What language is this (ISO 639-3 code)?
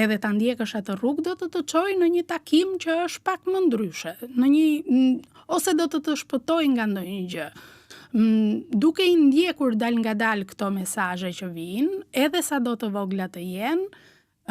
sqi